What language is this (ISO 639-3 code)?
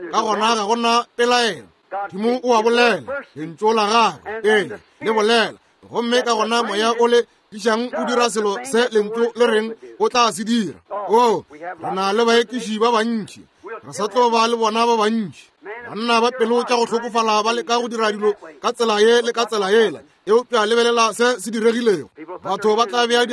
nso